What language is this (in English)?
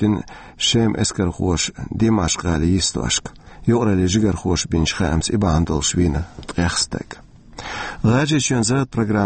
Chechen